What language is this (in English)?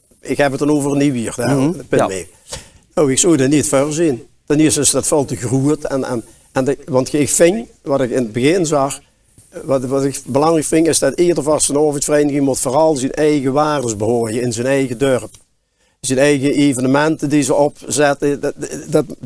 Limburgish